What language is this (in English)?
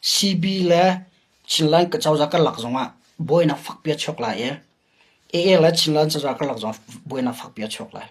Hakha Chin